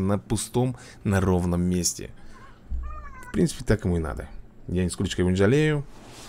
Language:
Russian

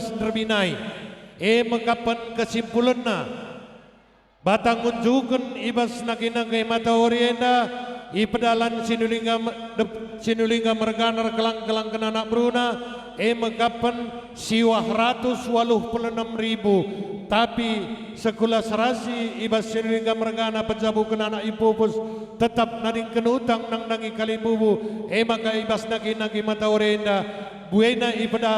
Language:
Batak Karo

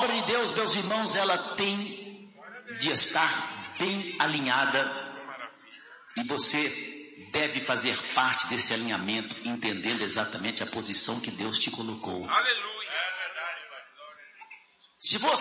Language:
Portuguese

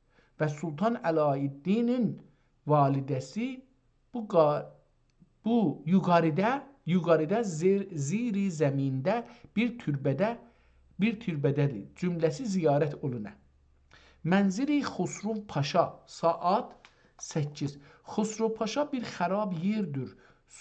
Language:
South Azerbaijani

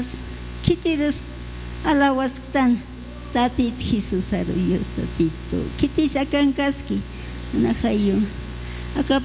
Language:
Aymara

